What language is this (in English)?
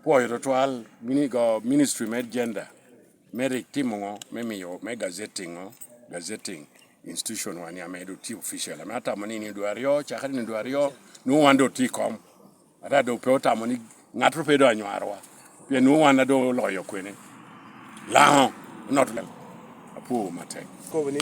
Lango (Uganda)